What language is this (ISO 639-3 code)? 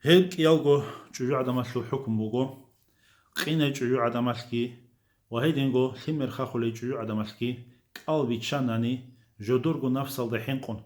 ava